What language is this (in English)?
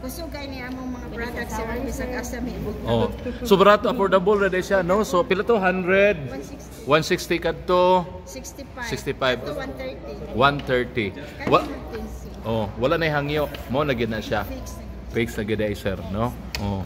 Cebuano